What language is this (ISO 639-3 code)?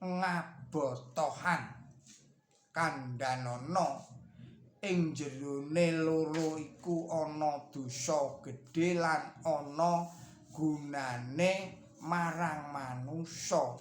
jav